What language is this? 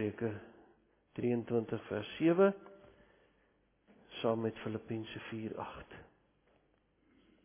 Afrikaans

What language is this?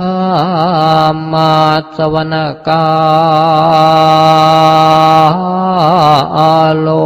Pali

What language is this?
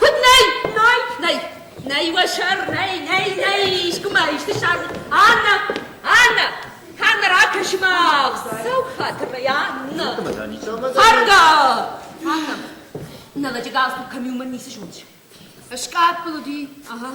Ossetic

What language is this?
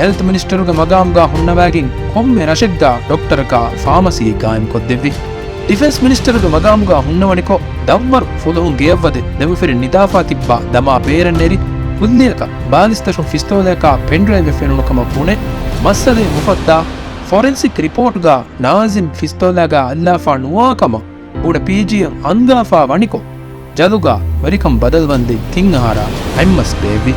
Divehi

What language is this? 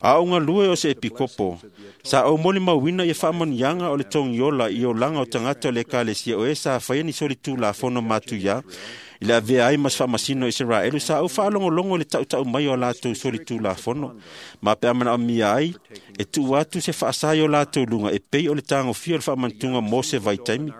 Samoan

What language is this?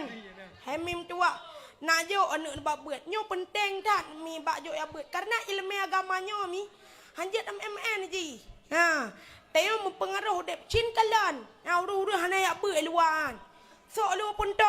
Achinese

